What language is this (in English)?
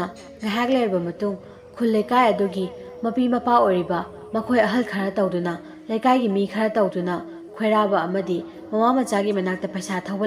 Manipuri